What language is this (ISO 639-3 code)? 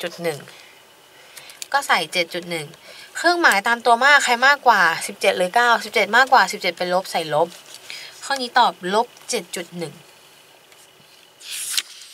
tha